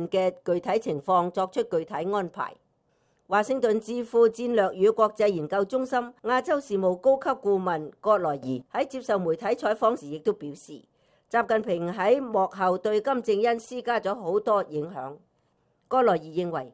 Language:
Cantonese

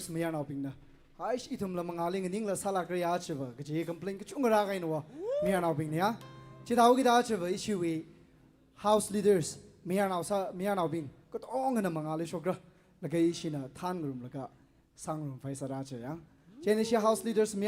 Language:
Tangkhul Naga (India)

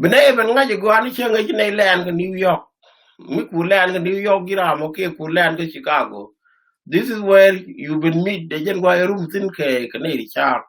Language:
Nuer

